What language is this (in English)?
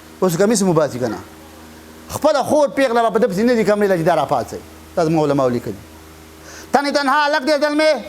Pashto